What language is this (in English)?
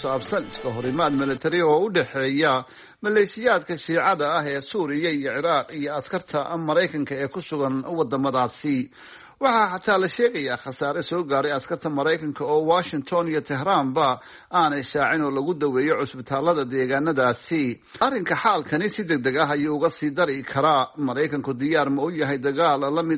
Somali